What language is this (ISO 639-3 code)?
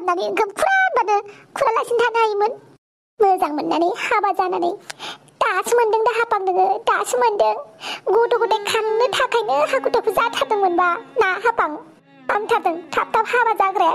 brx